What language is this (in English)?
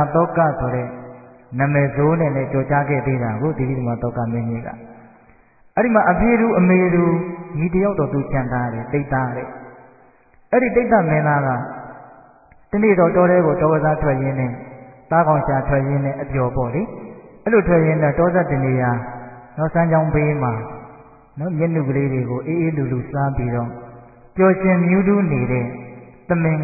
Burmese